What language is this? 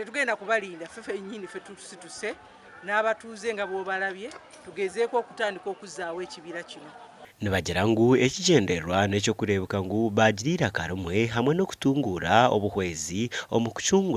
Nyankole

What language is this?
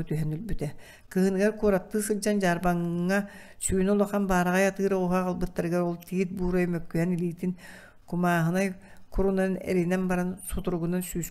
Yakut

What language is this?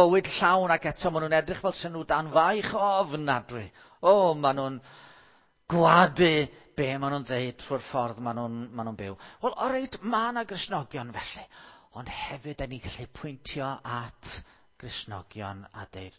Welsh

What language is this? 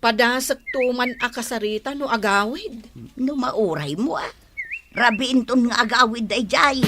Iloko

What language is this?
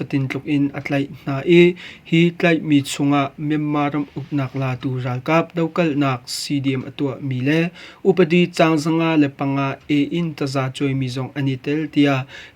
Hakha Chin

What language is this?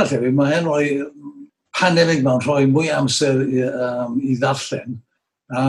Welsh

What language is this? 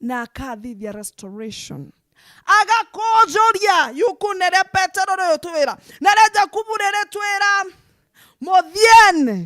Meru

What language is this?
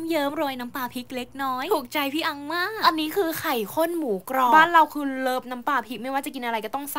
Thai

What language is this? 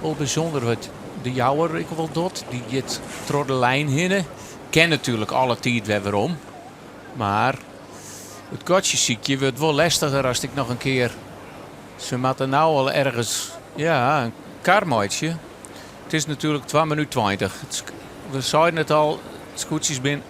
Western Frisian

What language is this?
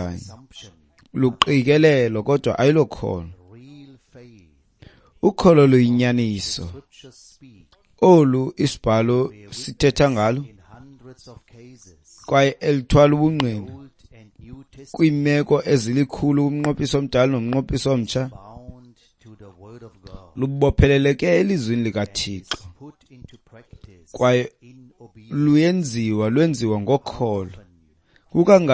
Xhosa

